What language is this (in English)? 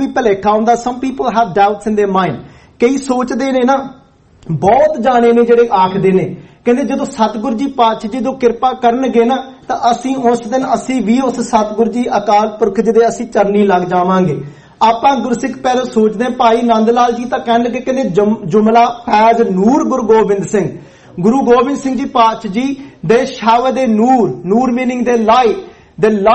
Punjabi